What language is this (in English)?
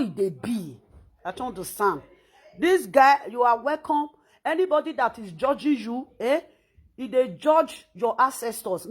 Nigerian Pidgin